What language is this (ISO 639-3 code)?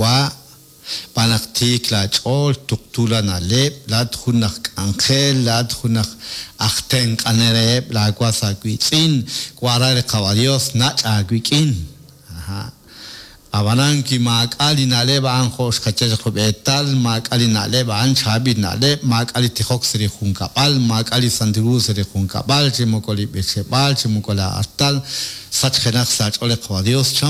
kek